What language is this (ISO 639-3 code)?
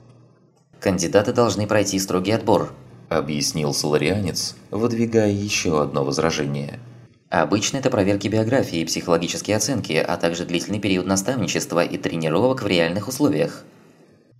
rus